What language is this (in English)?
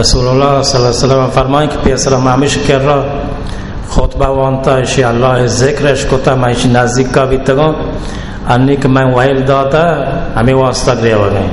Baluchi